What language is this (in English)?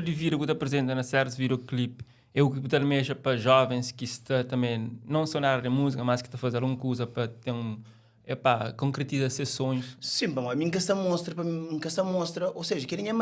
Kabuverdianu